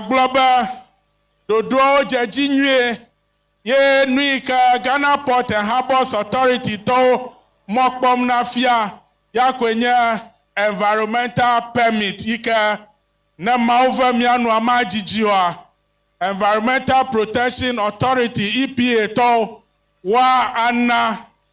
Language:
Ewe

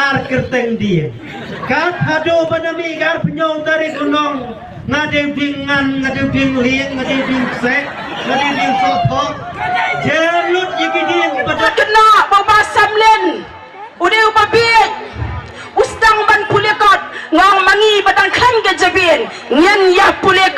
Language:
Khasi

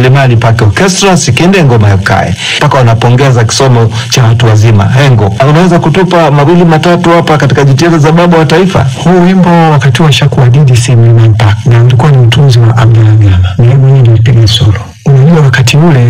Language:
Swahili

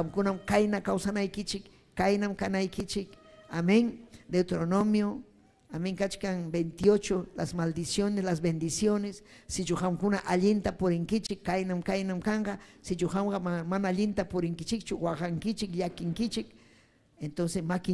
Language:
Ayacucho Quechua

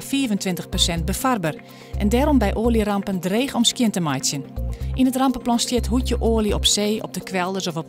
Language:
Western Frisian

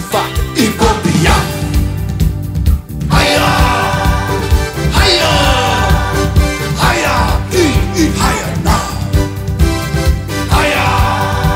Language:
Afrikaans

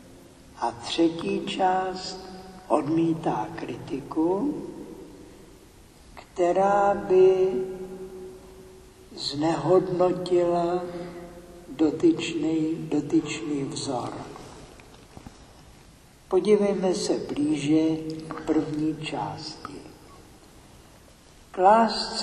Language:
Czech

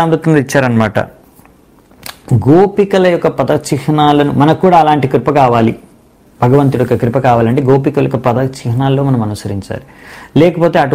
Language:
Telugu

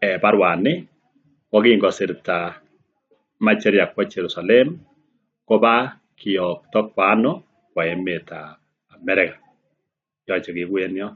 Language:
Kalenjin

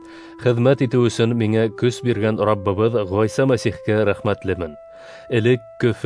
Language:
Bashkir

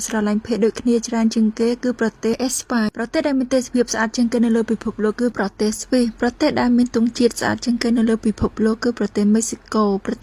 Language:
Khmer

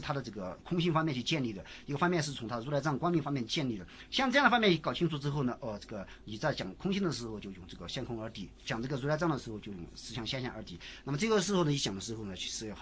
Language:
Chinese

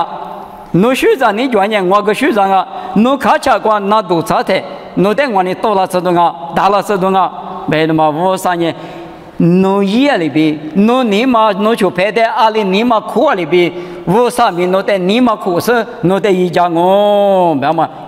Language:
Lisu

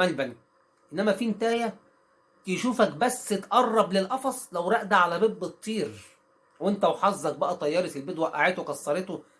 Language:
Egyptian Arabic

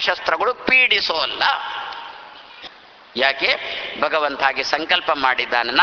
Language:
Kannada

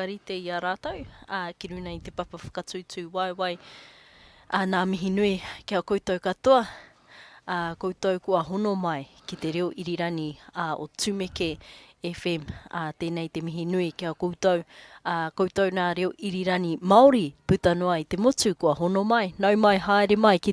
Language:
Māori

